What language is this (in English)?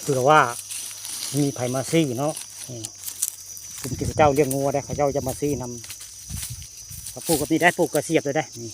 Northeastern Thai